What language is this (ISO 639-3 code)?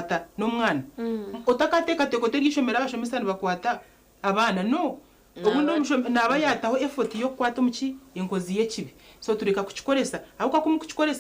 nyn